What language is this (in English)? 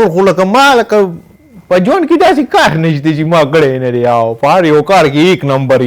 Pashto